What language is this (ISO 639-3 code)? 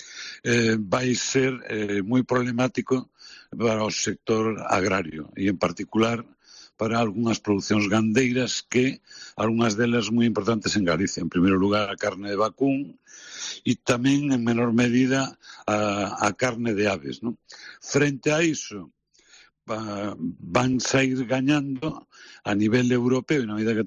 glg